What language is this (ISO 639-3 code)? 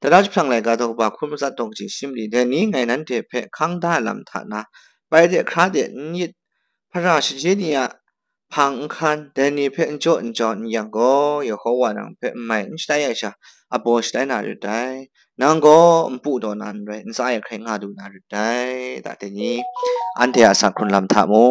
kac